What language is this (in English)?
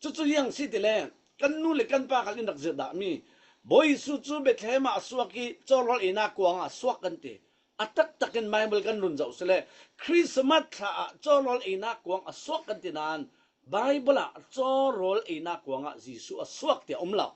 Falam Chin